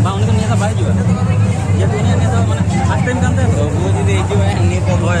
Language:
Santali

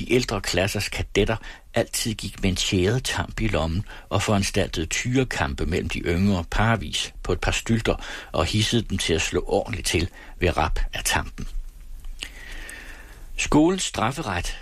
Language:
Danish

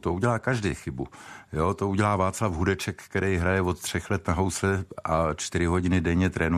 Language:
Czech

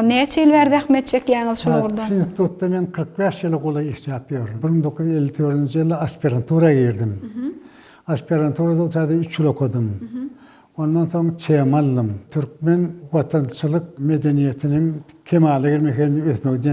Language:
Turkmen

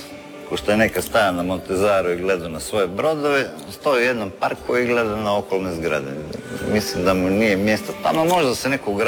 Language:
Croatian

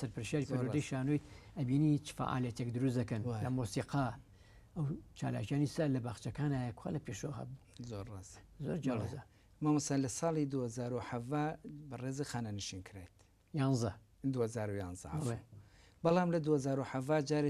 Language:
Central Kurdish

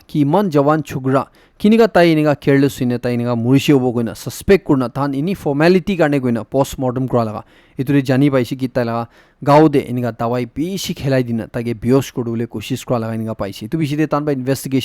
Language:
Naga Pidgin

